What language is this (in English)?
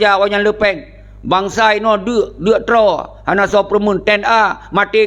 Achinese